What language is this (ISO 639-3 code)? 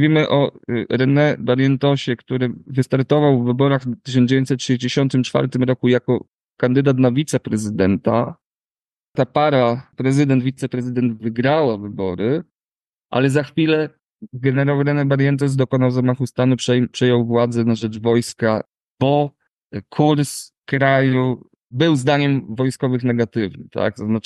pol